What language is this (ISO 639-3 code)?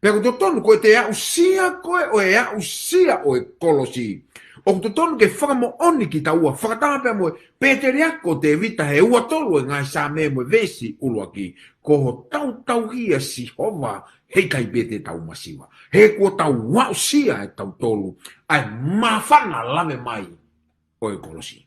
ton